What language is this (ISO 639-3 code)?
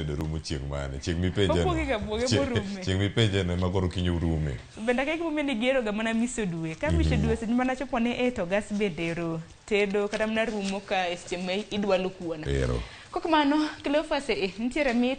luo